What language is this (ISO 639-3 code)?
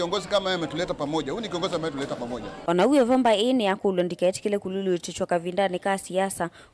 kam